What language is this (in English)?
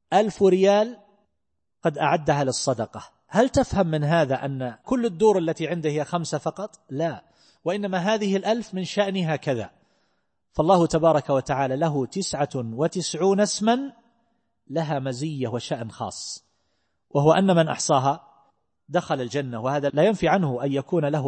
Arabic